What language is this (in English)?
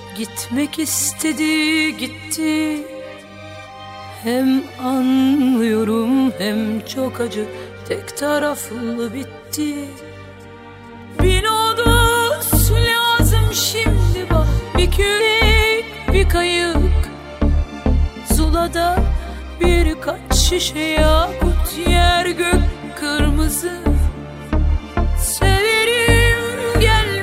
Turkish